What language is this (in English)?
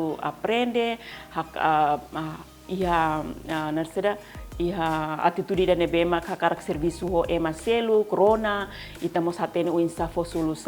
Tetum